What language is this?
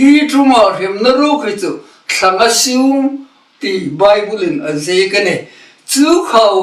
Hmar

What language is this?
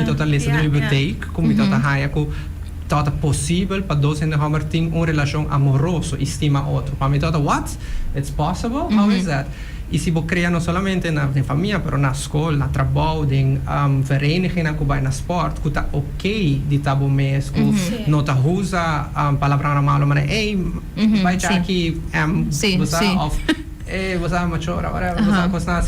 Papiamento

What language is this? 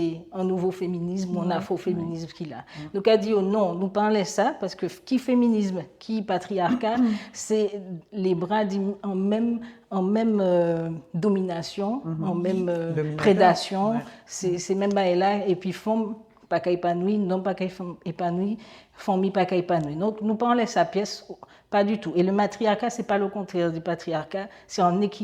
Guadeloupean Creole French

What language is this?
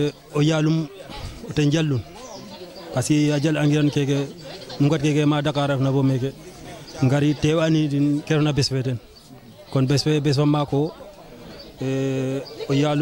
Wolof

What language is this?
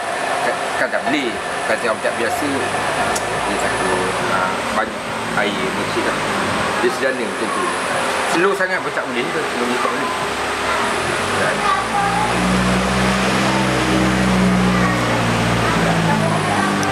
Malay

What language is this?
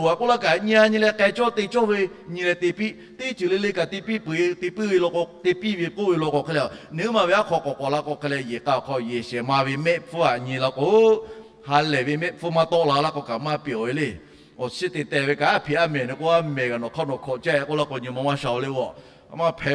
Lahu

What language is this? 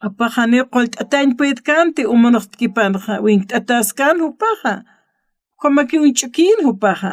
Aymara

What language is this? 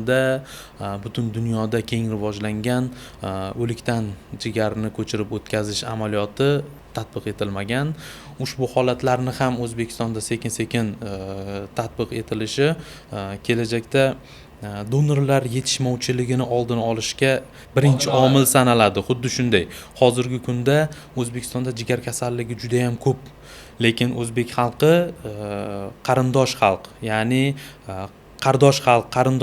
Uzbek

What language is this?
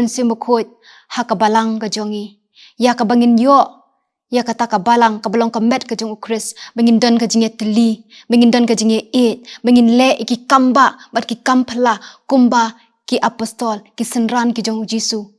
Khasi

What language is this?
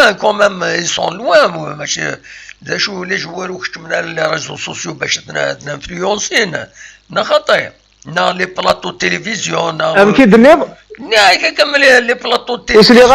Kabyle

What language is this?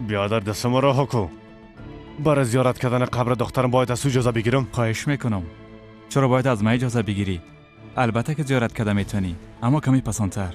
Persian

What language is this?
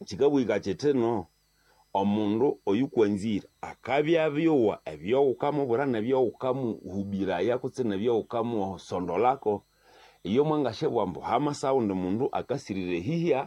Nande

